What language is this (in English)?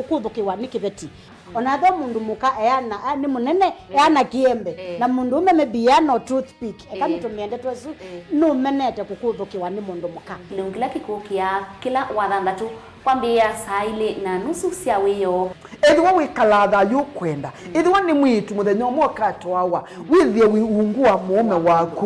Kamba